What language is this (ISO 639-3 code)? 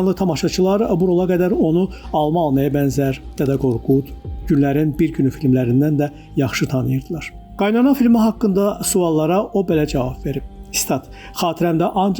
aze